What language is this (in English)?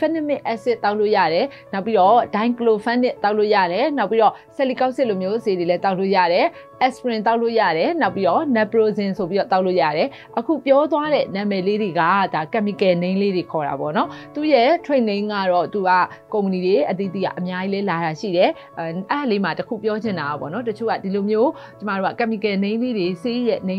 Burmese